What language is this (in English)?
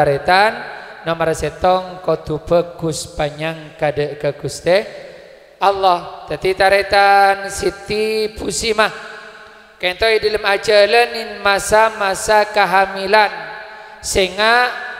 Madurese